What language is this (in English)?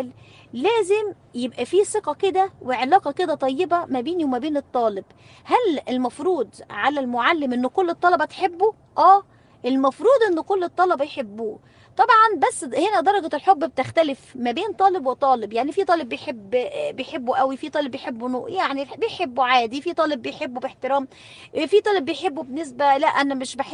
Egyptian Arabic